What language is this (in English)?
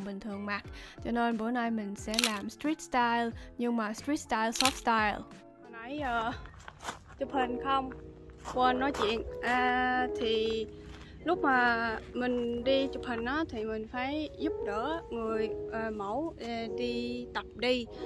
Vietnamese